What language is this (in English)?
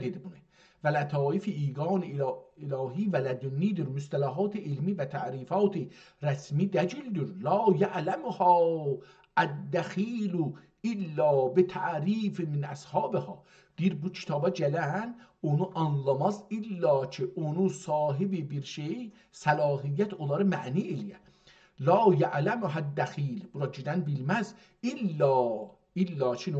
South Azerbaijani